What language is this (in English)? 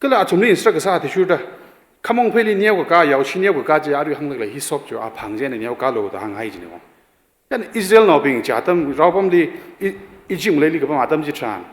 Tangkhul Naga (India)